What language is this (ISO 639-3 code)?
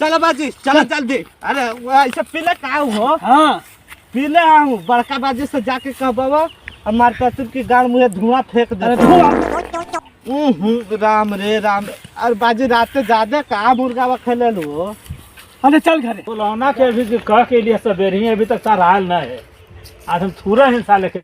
mag